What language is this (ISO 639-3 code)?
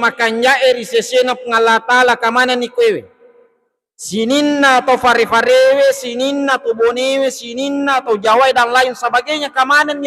bug